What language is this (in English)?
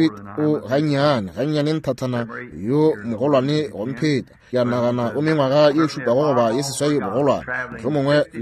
Northern Sotho